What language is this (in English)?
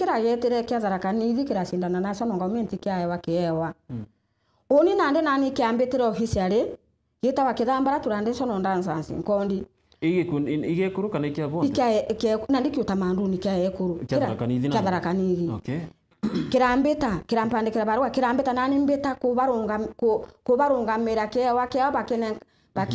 Meru